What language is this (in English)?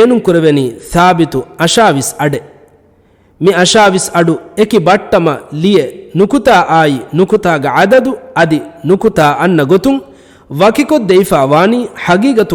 Divehi